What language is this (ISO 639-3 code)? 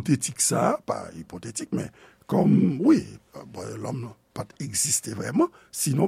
hat